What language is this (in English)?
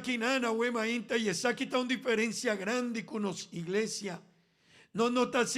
Papiamento